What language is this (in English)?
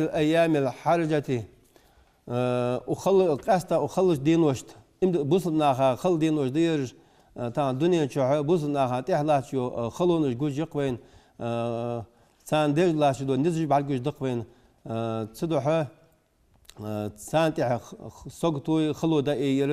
Ingush